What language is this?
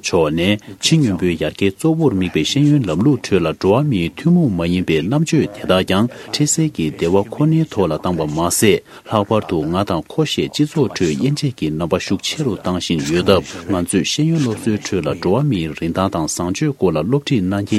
Tibetan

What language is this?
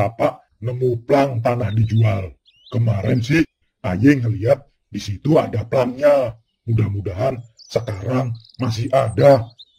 Betawi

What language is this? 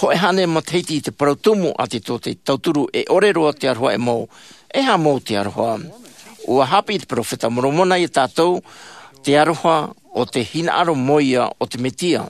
Tahitian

